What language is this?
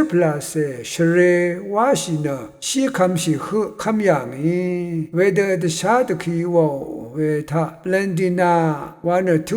Rawang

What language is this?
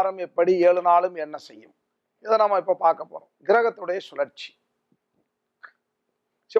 Tamil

